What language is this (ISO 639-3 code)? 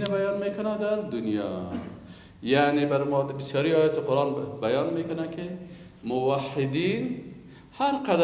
fas